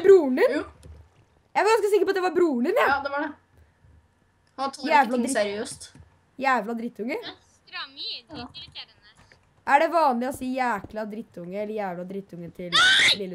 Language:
Norwegian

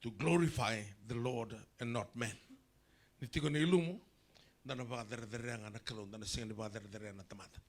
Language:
Fijian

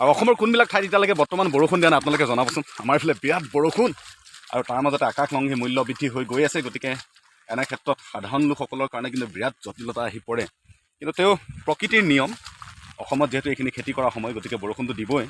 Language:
Assamese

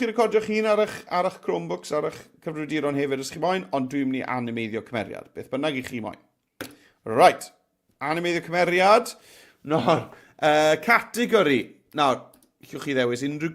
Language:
Welsh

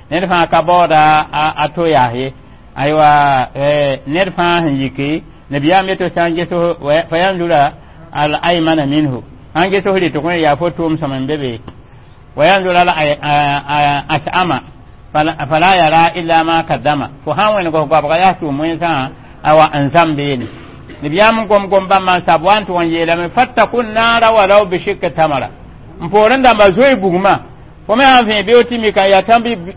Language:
Mossi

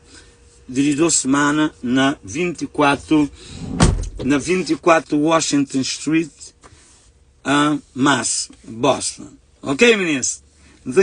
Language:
Kabuverdianu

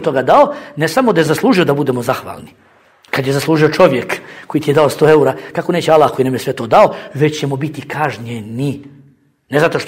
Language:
Bosnian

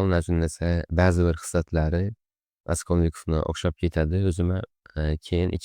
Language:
Uzbek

